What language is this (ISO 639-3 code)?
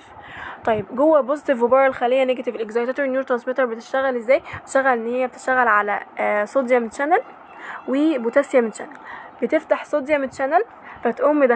arz